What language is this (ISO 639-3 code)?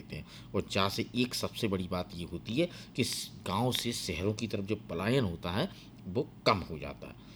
hin